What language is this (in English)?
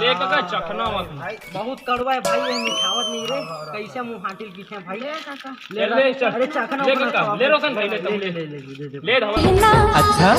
Chhattisgarhi